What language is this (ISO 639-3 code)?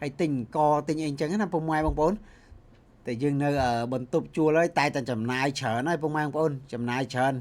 khm